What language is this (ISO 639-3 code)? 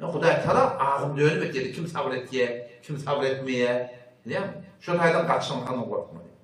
tuk